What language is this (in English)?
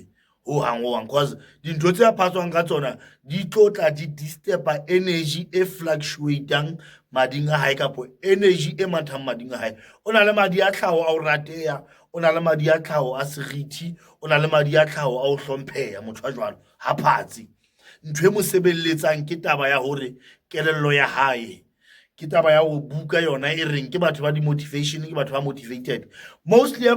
Southern Sotho